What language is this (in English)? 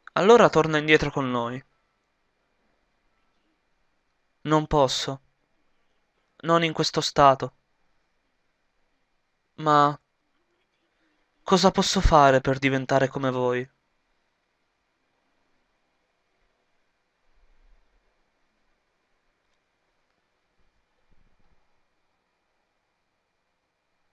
Italian